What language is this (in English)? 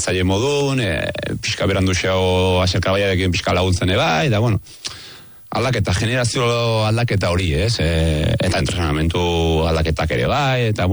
Basque